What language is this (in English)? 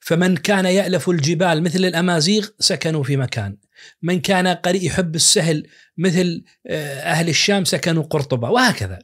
Najdi Arabic